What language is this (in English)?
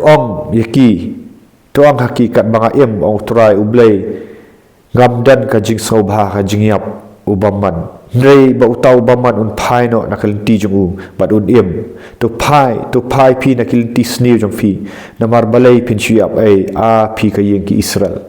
Khasi